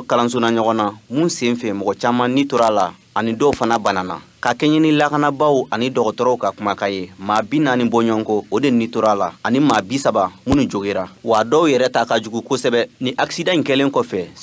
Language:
Bambara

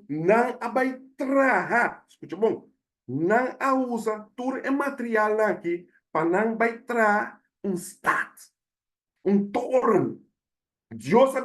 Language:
Papiamento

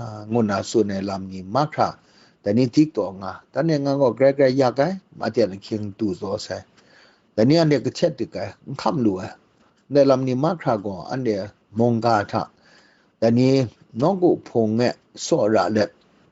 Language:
Kachin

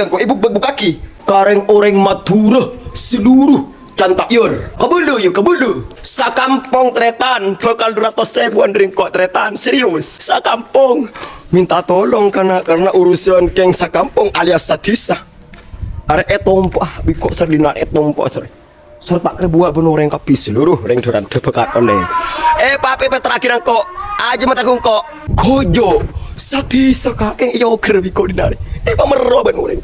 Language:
Madurese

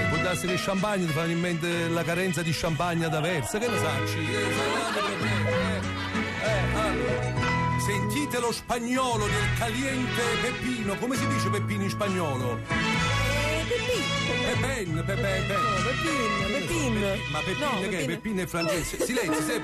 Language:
Italian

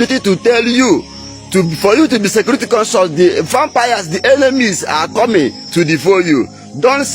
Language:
Igbo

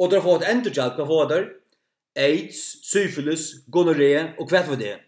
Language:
Faroese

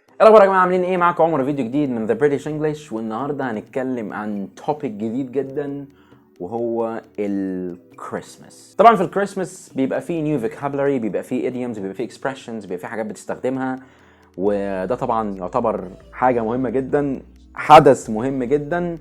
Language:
Egyptian Arabic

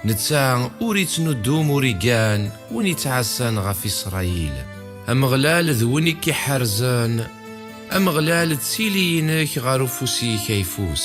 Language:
Kabyle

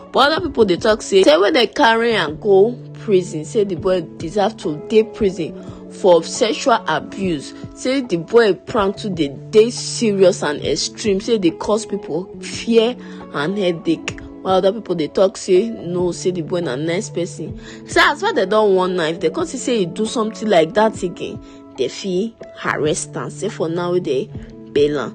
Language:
Nigerian Pidgin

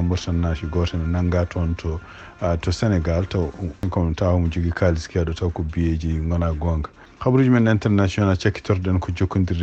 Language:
Fula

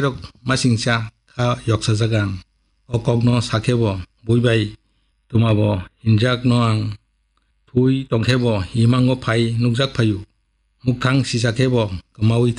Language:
Kok Borok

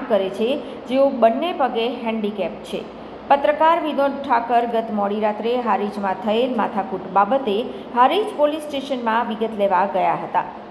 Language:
Gujarati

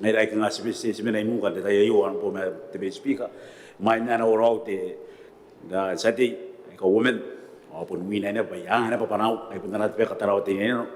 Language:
Gilbertese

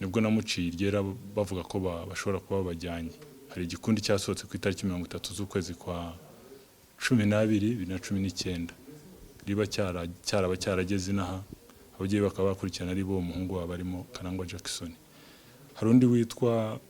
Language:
Kinyarwanda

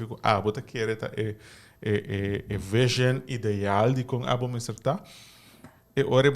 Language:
Papiamento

